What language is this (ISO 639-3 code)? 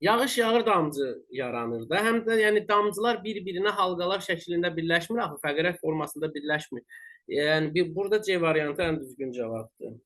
aze